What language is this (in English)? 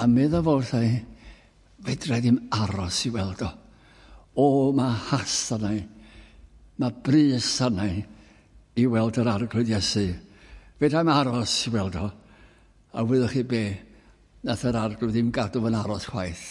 Welsh